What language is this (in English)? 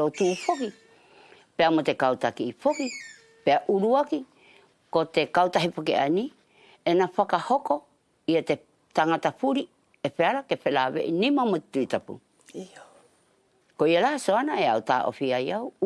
Wallisian